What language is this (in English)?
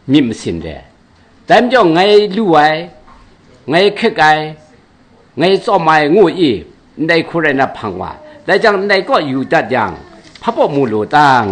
Kachin